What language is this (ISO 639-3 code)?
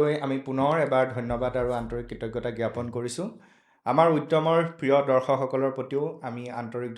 asm